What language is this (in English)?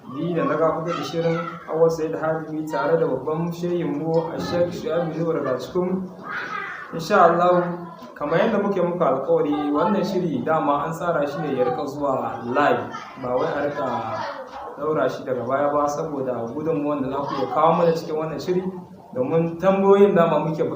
Hausa